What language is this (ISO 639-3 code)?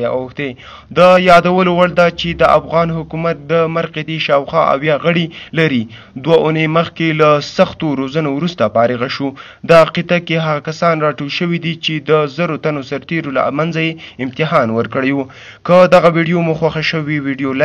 pus